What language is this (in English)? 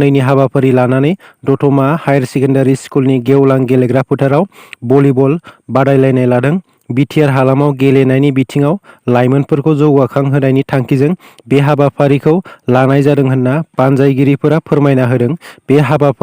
Bodo